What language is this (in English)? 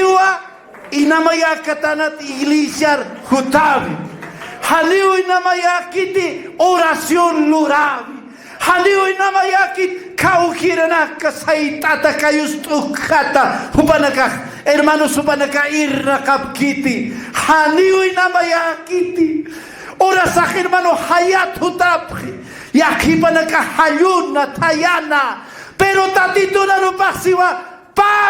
Aymara